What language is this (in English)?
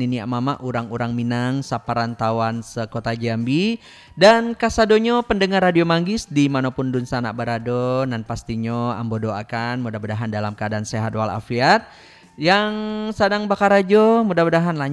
Minangkabau